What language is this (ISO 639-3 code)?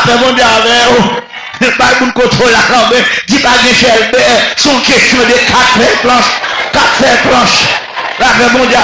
hat